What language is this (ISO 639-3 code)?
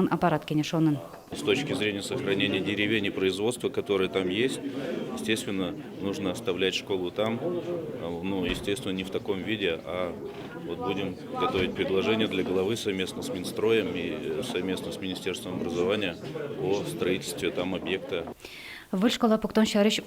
udm